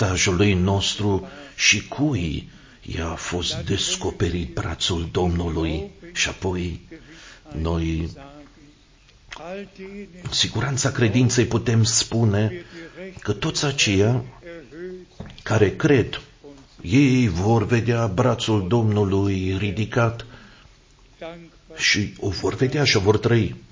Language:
Romanian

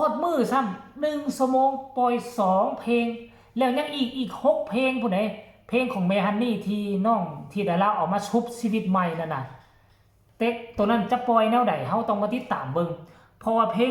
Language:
Northeastern Thai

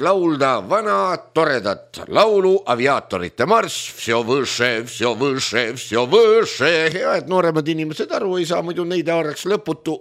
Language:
Estonian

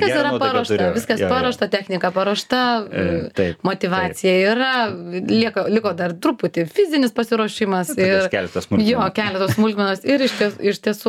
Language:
Lithuanian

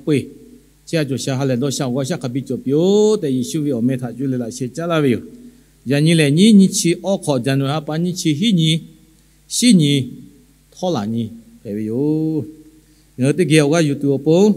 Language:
Lahu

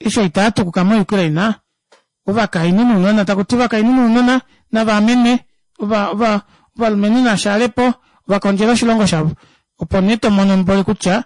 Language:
Kuanyama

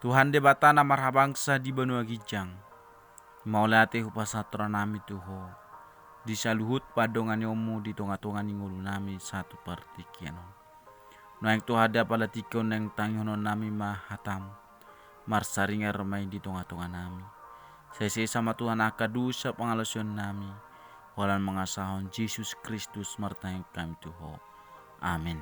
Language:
Batak Toba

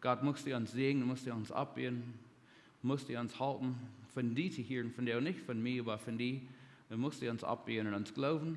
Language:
Plautdietsch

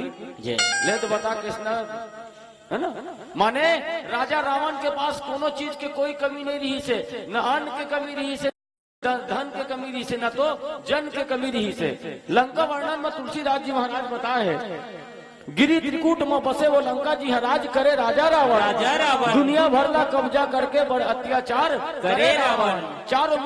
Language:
Chhattisgarhi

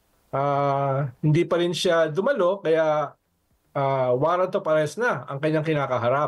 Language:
Filipino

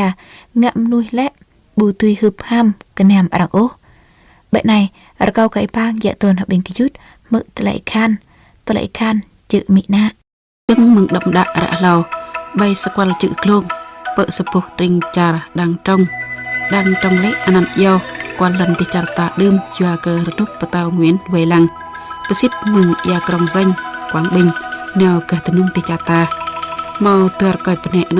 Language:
Jarai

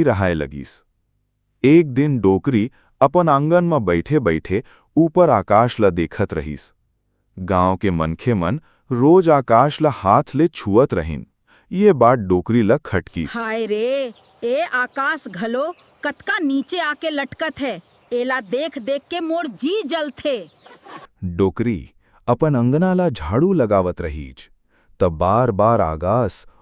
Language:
Chhattisgarhi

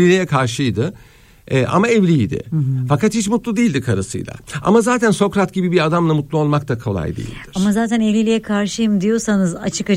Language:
Turkish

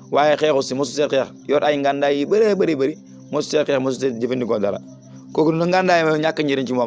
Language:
Wolof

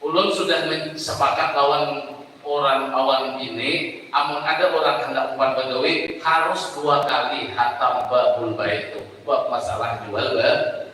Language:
Banjar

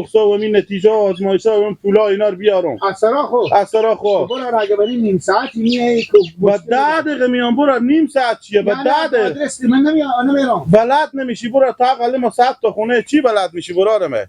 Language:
Hazaragi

